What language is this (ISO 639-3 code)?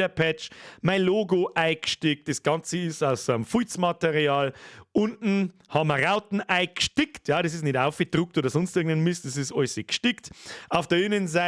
bar